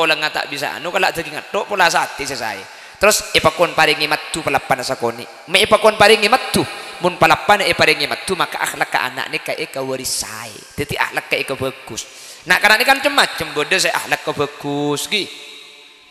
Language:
Madurese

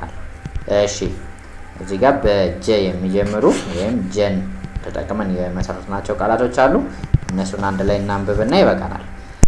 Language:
Amharic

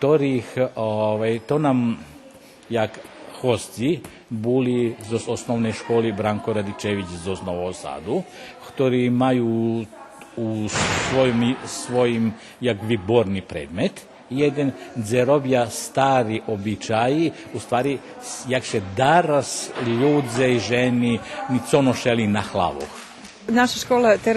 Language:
Rusyn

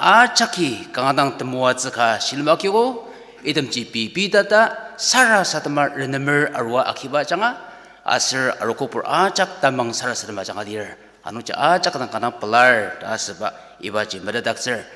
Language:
Ao Naga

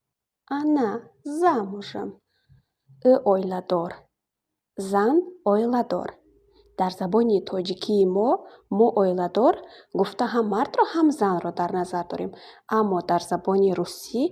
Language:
Tajik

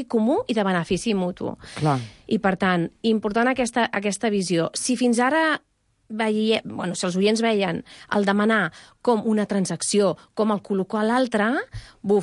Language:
Catalan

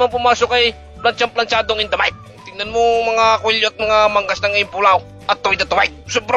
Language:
Filipino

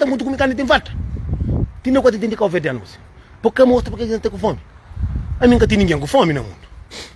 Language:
Kabuverdianu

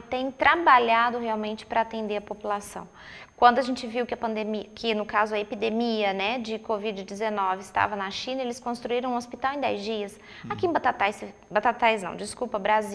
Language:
Portuguese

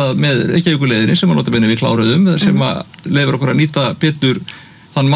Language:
Icelandic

